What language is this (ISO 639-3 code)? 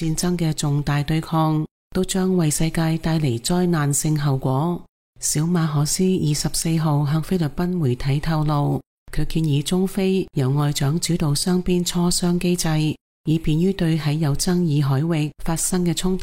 yue